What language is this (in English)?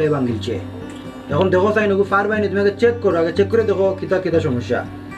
Sylheti